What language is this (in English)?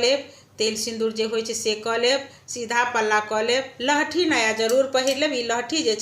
Maithili